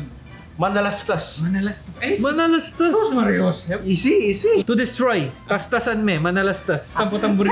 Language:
Pampanga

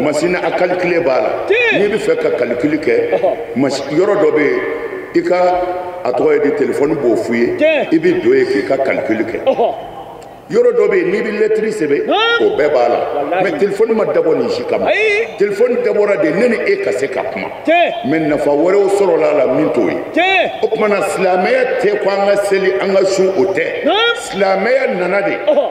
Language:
Bambara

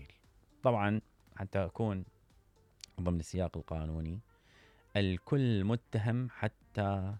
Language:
Mesopotamian Arabic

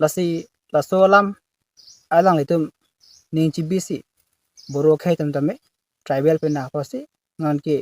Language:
Karbi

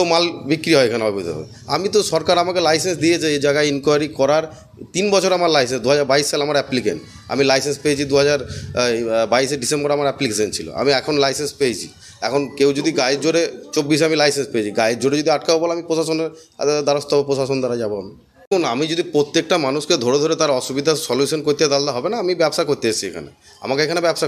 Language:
Bangla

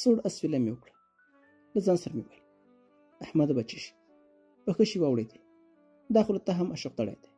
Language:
Pashto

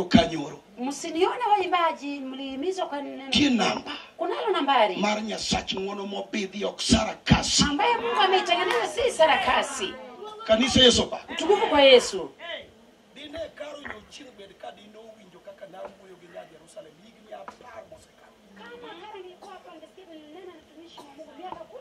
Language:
Luo (Kenya and Tanzania)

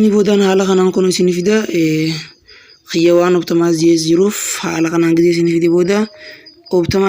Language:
Oromo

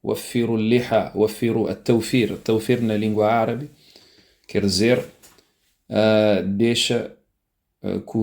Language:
Kabuverdianu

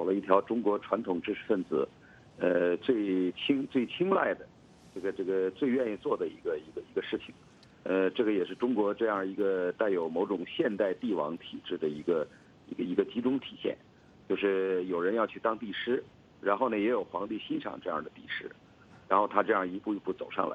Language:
Chinese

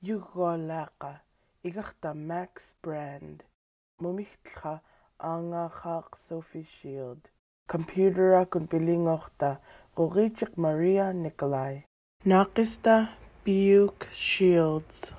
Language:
Central Yupik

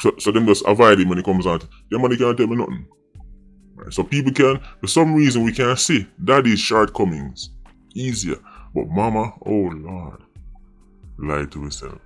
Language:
Jamaican Creole English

